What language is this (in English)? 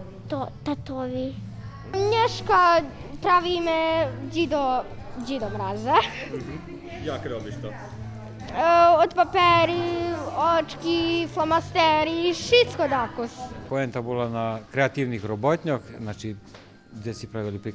Rusyn